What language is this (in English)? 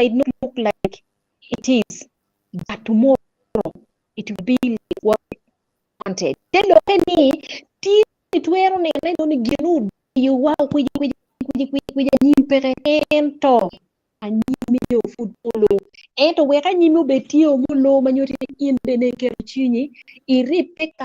Acoli